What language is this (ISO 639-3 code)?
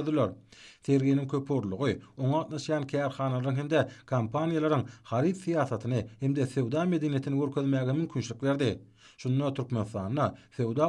tuk